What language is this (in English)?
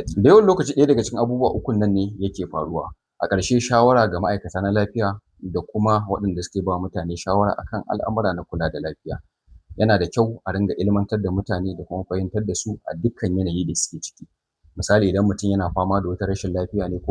Hausa